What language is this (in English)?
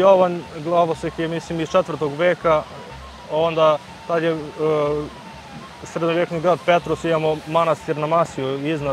Serbian